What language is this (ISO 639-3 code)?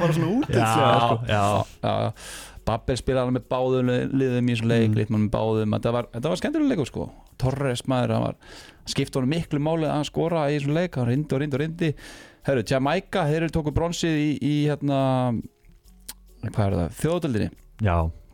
isl